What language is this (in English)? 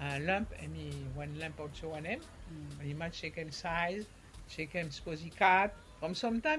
Bislama